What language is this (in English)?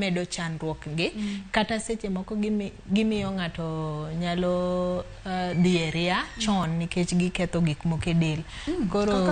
Luo (Kenya and Tanzania)